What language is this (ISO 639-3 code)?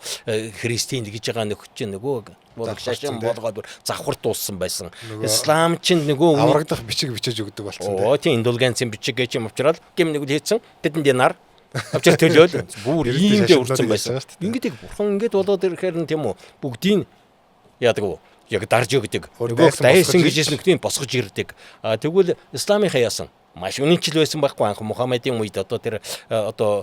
mon